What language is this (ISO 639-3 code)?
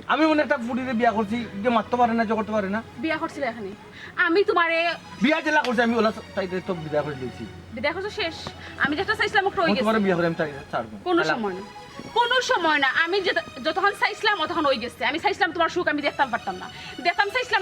syl